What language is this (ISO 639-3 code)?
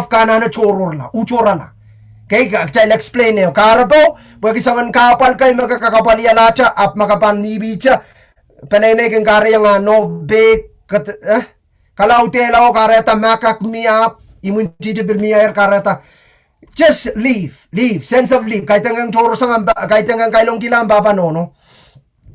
pon